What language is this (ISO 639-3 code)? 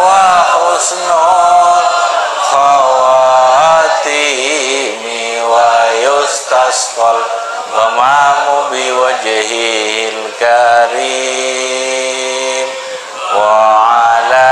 mad